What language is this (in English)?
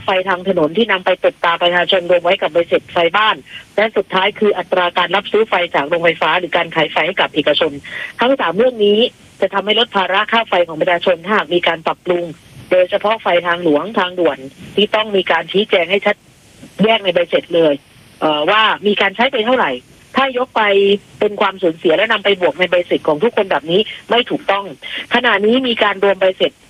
Thai